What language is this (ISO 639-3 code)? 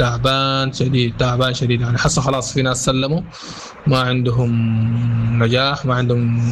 apd